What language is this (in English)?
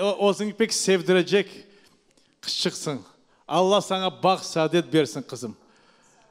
Crimean Tatar